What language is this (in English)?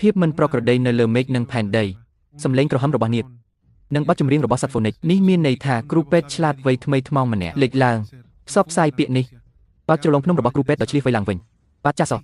Khmer